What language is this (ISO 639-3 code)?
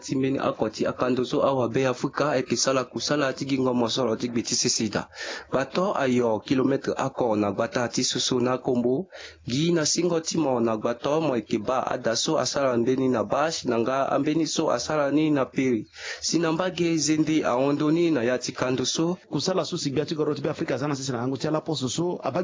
sag